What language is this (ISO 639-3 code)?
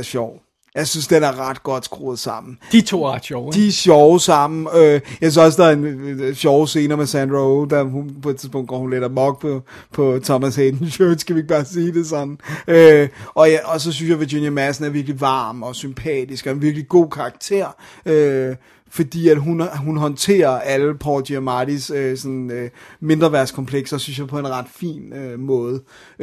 dan